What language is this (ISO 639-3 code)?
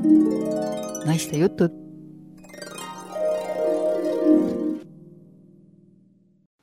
est